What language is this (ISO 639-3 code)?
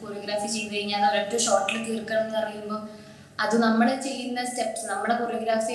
mal